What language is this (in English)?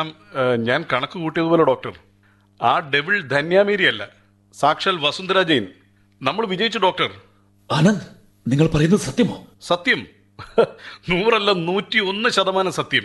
Malayalam